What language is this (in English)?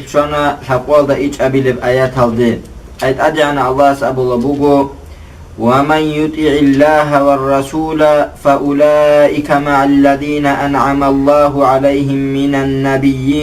Avaric